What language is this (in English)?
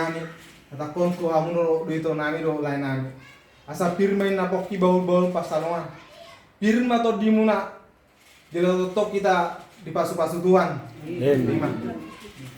Batak Toba